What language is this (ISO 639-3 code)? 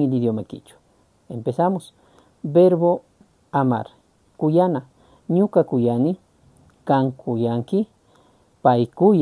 qug